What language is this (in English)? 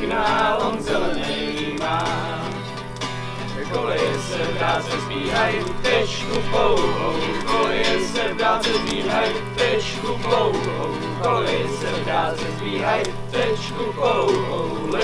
Czech